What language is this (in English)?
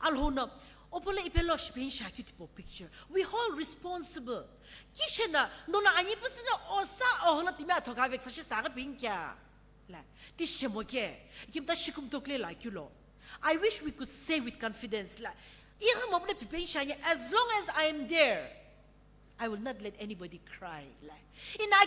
Sumi Naga